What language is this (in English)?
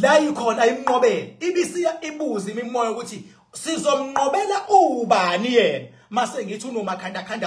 Zulu